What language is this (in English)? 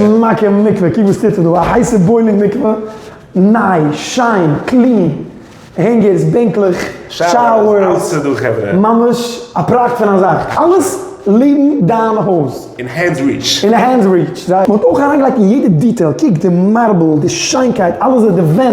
Yiddish